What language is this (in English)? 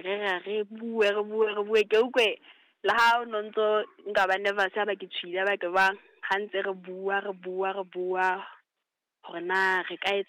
Southern Sotho